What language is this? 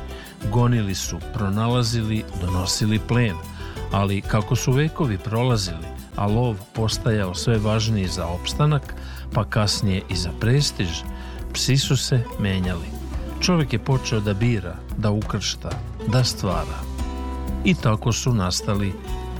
Serbian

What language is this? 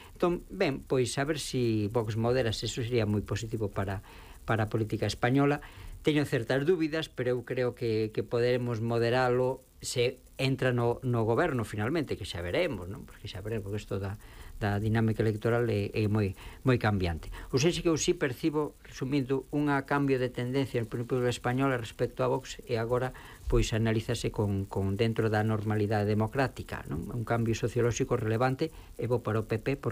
Galician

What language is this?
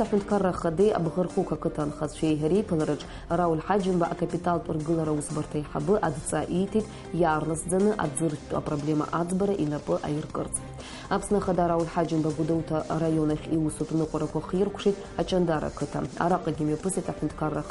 Abkhazian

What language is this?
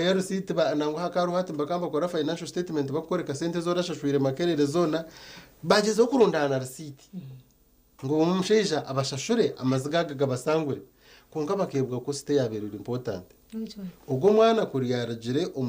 Nyankole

